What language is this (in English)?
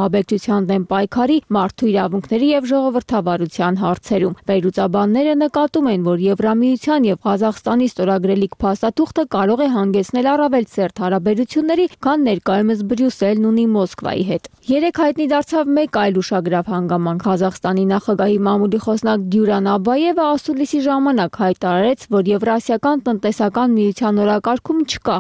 Armenian